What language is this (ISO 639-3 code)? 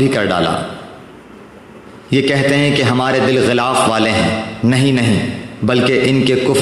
urd